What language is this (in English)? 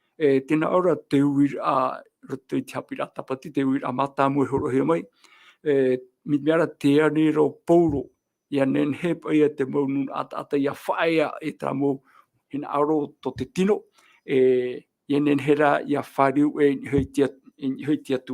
Tahitian